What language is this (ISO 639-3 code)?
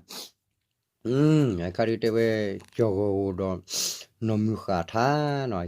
ksw